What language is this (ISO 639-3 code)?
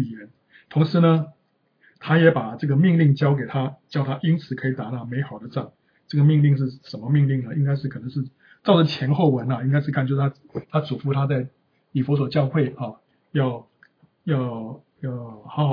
zho